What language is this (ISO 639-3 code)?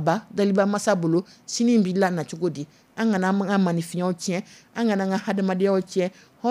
dyu